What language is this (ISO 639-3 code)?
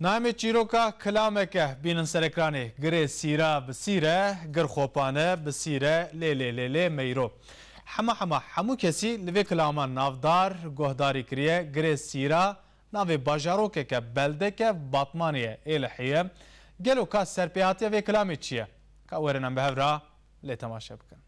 kur